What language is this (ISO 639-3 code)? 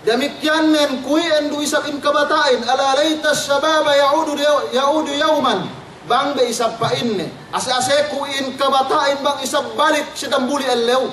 yka